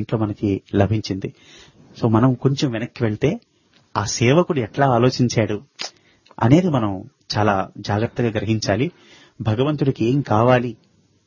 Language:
Telugu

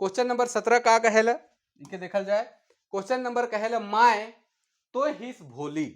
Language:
Sadri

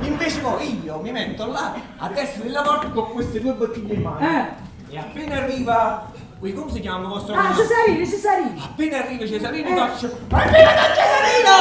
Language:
Neapolitan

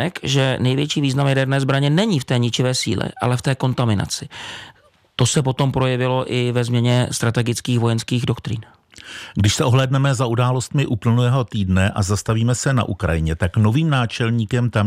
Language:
Czech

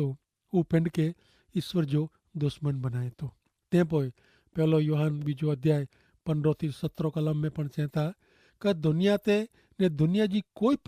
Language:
Kachhi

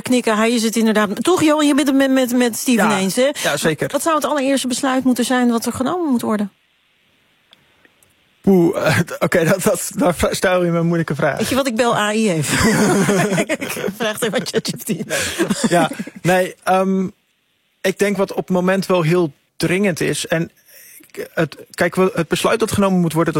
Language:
Dutch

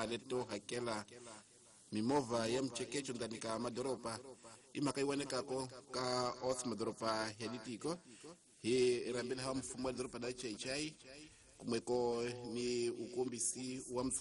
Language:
Tsonga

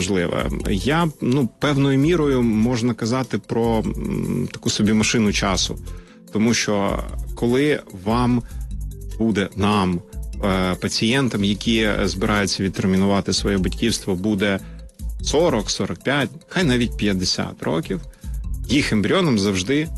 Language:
Ukrainian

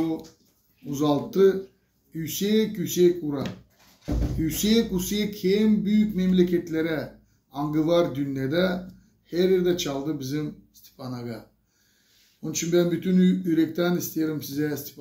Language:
Gagauz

